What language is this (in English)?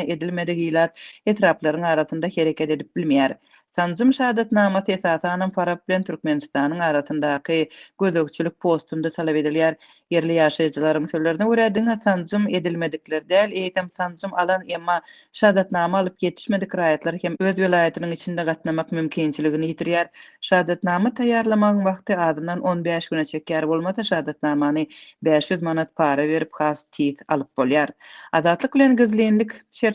Turkmen